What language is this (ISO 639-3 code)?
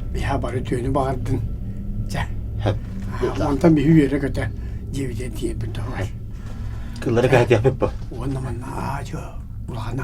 sah